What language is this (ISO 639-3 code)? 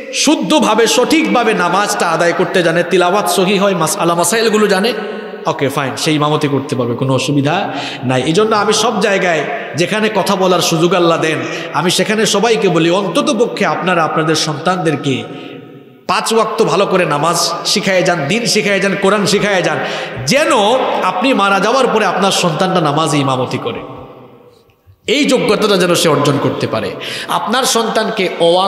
ben